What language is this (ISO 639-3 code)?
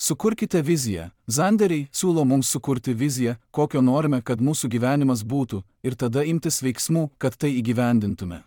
lit